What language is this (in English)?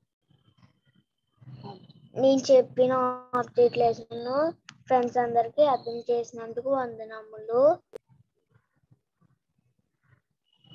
Telugu